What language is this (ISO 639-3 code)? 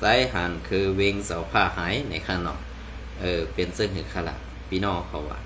shn